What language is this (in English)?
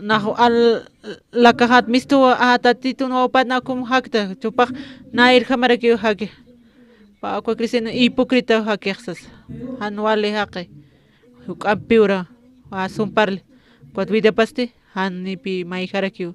Aymara